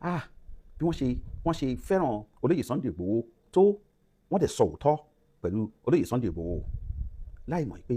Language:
Yoruba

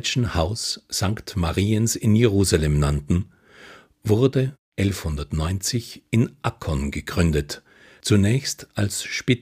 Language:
German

